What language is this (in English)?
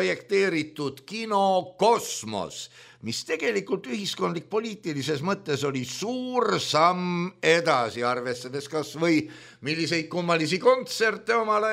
Estonian